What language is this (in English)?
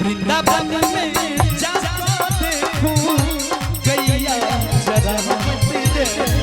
Maithili